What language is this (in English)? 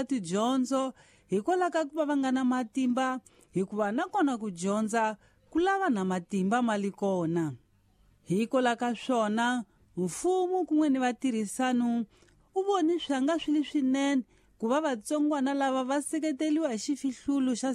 Tsonga